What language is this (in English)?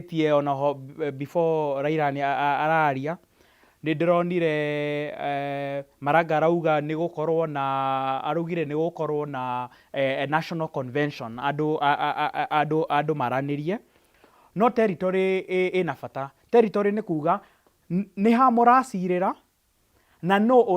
Kikuyu